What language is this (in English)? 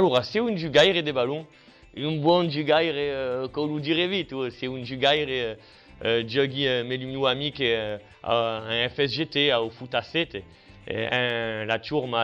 Occitan